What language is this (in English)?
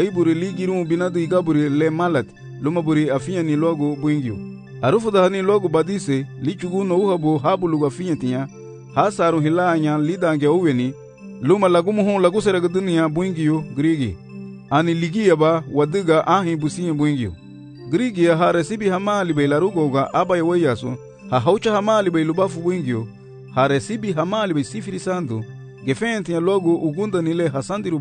Garifuna